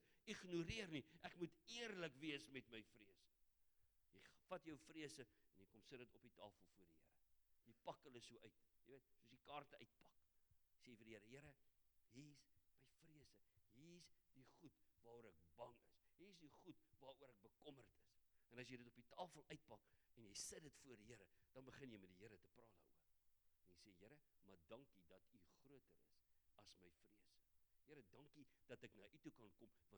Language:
Afrikaans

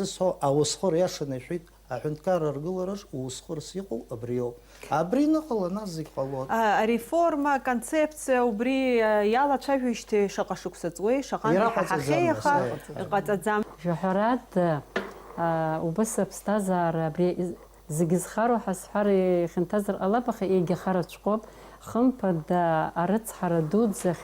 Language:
Abkhazian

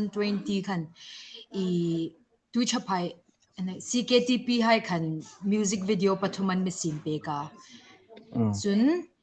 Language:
Hmar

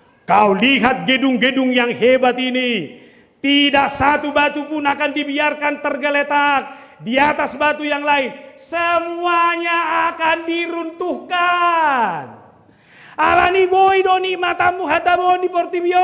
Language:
Batak Toba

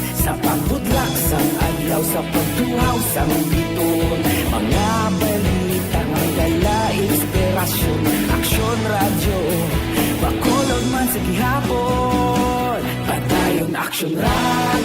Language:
Hiligaynon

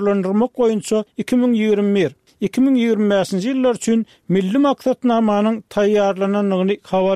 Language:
Turkmen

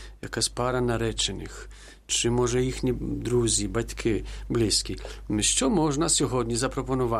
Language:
Ukrainian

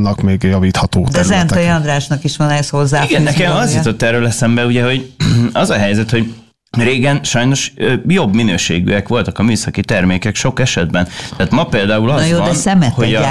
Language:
Hungarian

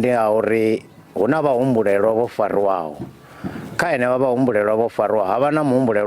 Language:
Venda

